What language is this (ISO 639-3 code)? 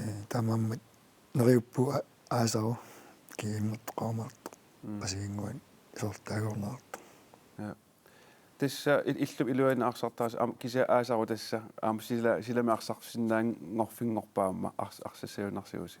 kal